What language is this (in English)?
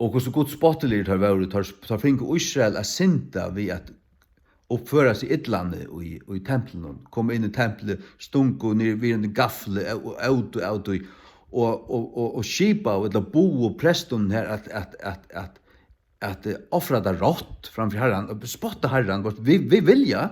Faroese